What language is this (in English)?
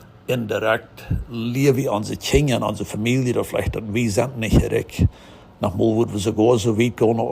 Plautdietsch